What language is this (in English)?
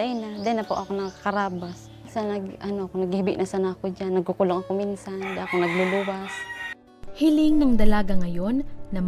Bikol